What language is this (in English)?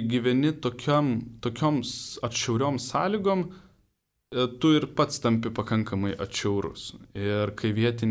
Lithuanian